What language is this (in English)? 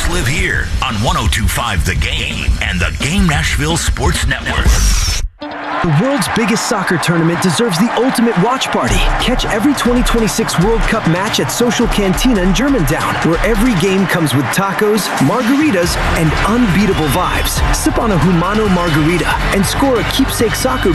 English